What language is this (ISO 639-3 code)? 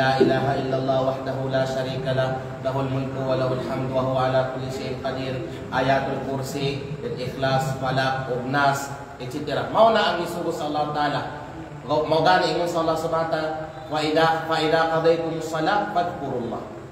kqe